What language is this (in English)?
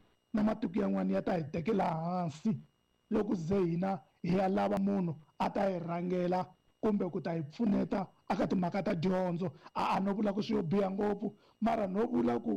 Tsonga